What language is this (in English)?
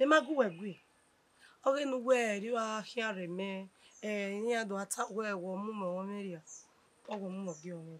Bini